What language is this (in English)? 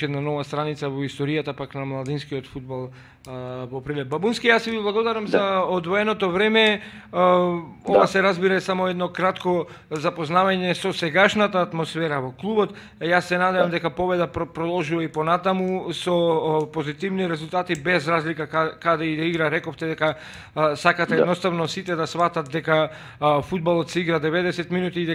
Macedonian